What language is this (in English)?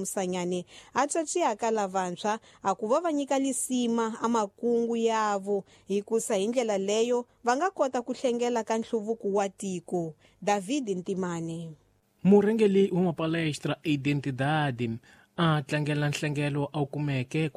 Tsonga